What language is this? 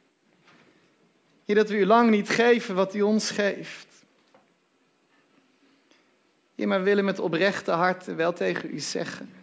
Dutch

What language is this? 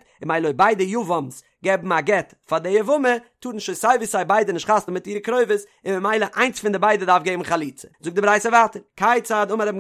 Yiddish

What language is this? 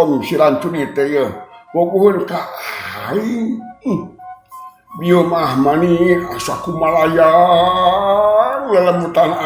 Sundanese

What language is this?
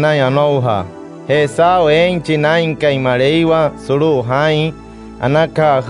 Wayuu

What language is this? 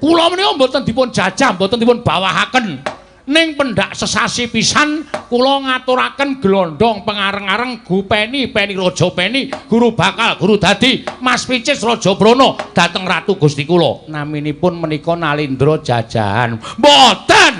Javanese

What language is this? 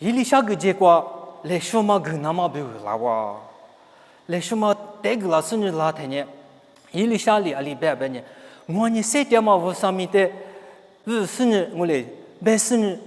Lisu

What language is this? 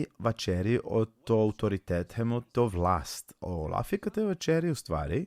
Balkan Romani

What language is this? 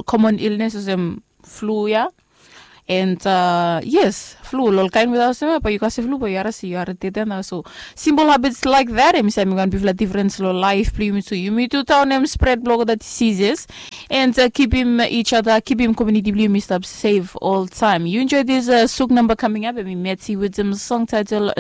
Bislama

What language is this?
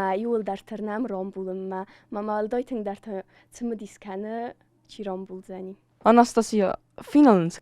Ossetic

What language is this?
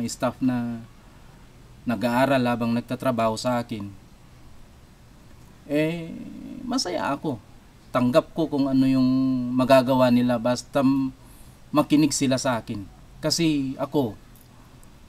Filipino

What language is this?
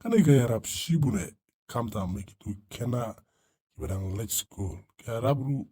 Khasi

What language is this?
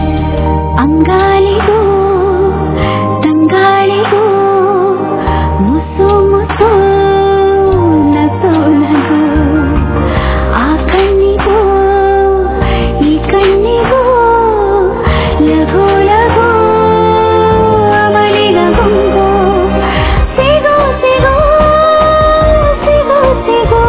Kannada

